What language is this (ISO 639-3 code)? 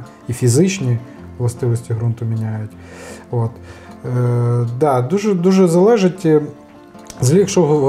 ukr